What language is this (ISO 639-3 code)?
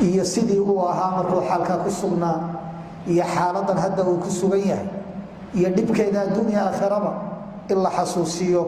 som